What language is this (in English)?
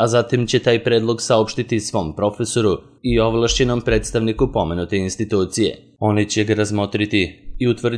Serbian